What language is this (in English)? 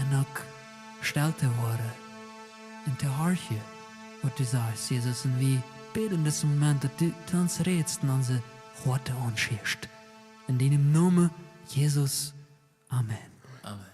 Plautdietsch